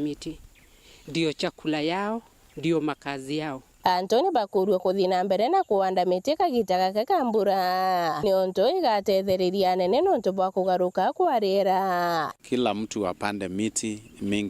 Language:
Meru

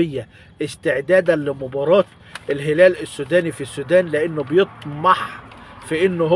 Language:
Egyptian Arabic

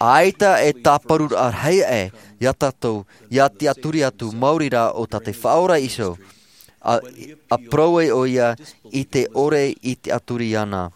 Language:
Tahitian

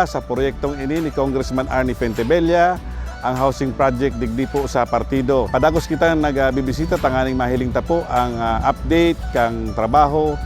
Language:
Bikol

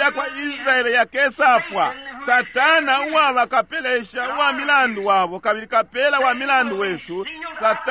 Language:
Bemba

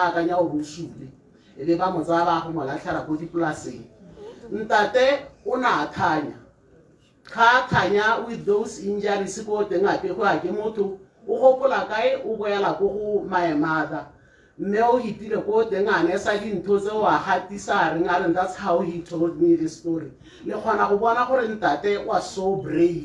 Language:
Tswana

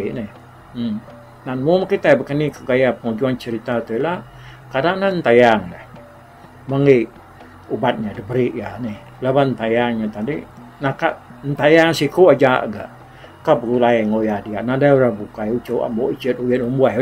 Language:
Iban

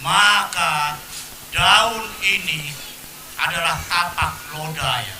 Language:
Betawi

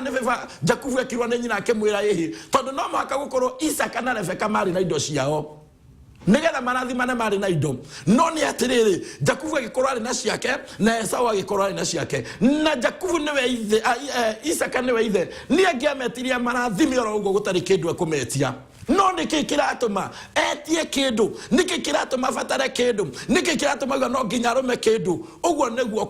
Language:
Kikuyu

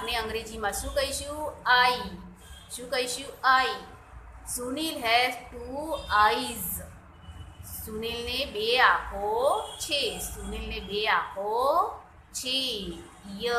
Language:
Gujarati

